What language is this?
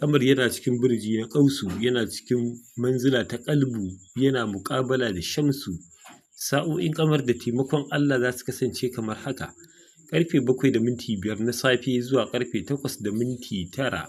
Hausa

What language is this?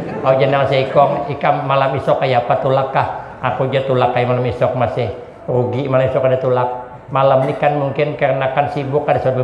Banjar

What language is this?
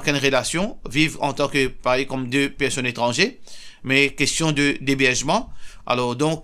Morisyen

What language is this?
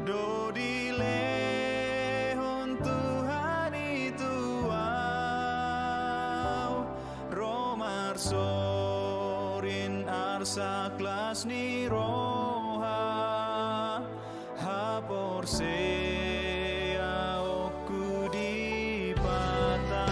Batak Toba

